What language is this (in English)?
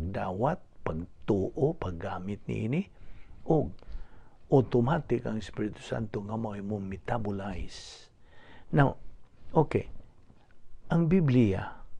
Cebuano